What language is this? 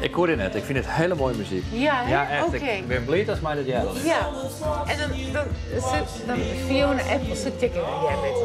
Western Frisian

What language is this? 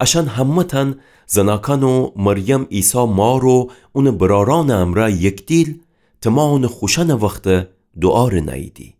Gilaki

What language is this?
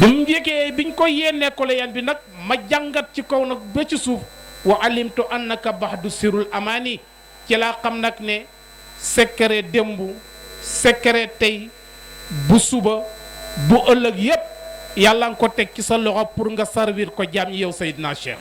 Wolof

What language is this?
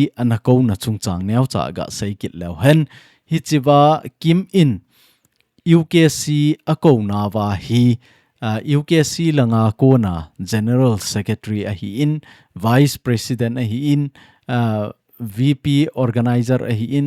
Thado Chin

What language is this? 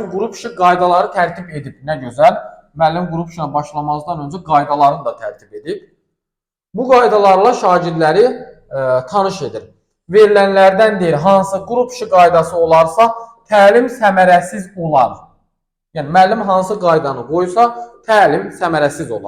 Azerbaijani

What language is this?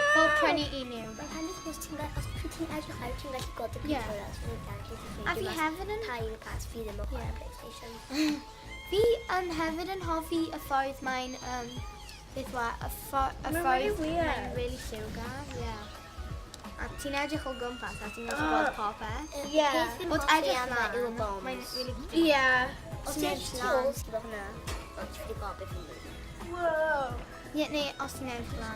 Welsh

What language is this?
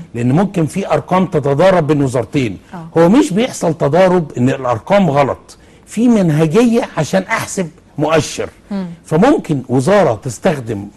Egyptian Arabic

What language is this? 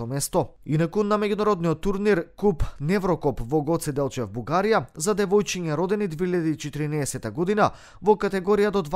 Macedonian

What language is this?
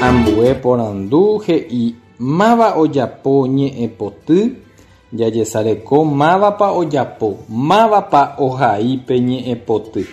Guarani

